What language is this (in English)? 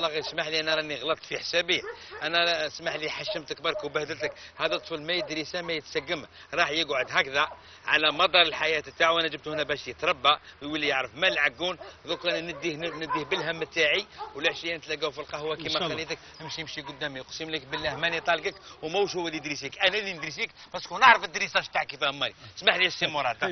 Algerian Arabic